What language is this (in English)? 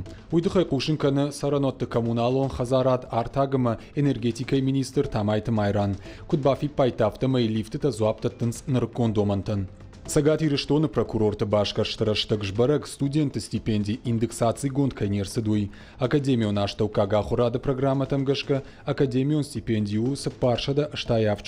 Ossetic